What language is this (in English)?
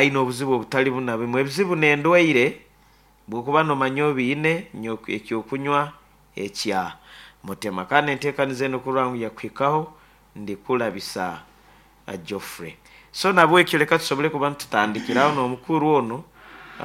Nyankole